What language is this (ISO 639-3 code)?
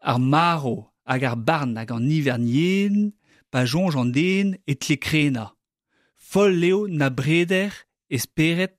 bre